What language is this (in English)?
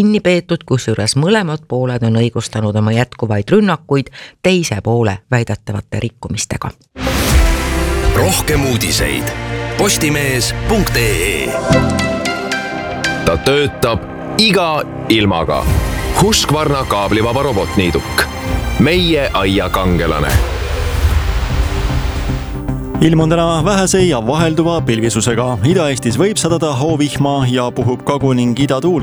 Estonian